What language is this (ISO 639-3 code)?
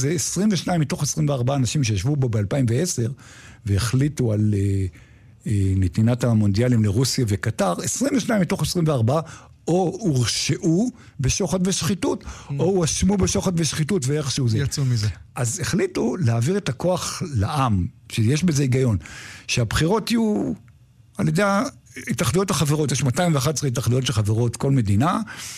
heb